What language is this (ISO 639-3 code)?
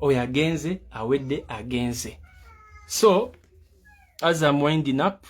lug